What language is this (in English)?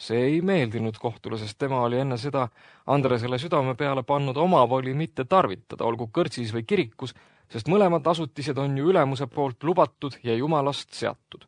Estonian